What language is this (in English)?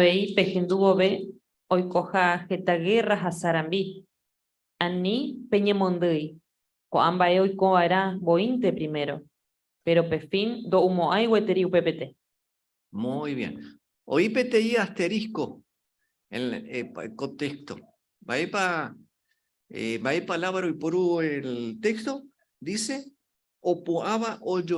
Guarani